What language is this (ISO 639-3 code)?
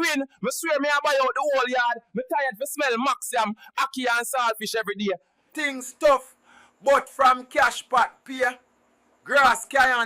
jam